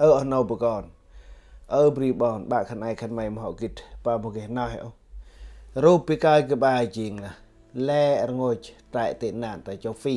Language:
Central Mnong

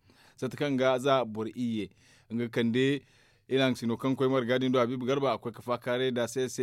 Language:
Zarma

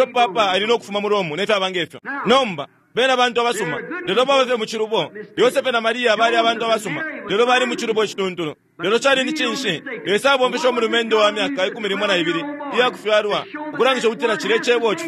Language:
Bemba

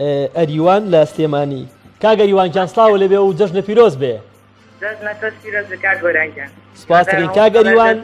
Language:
Central Kurdish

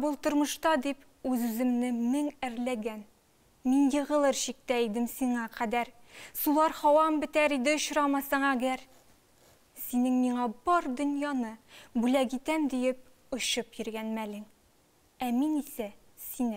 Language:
Tatar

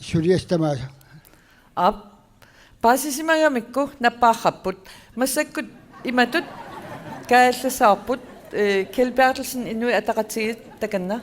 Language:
Kalaallisut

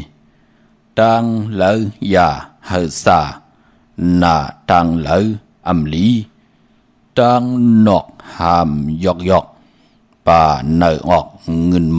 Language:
Shan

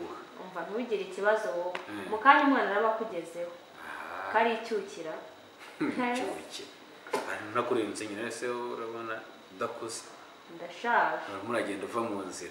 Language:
Kinyarwanda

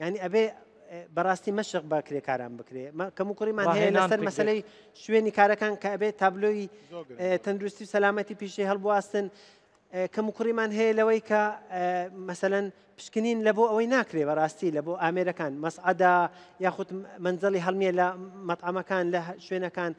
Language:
Central Kurdish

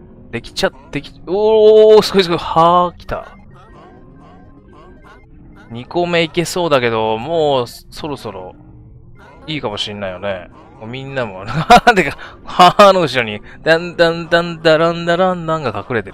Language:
Japanese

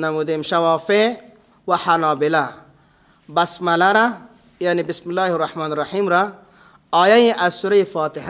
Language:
Persian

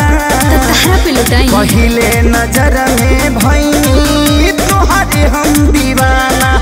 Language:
Bhojpuri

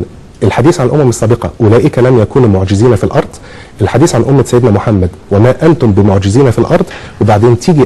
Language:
Egyptian Arabic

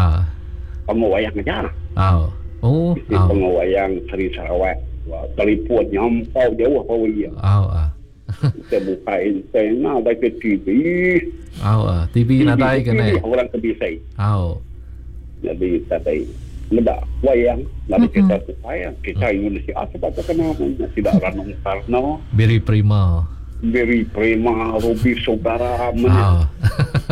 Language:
Iban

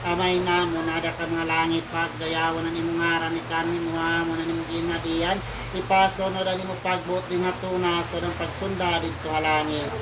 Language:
Waray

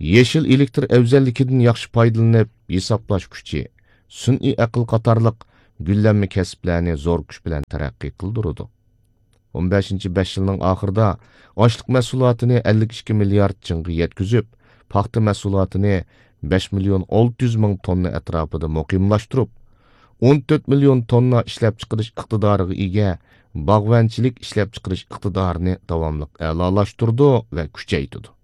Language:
Uyghur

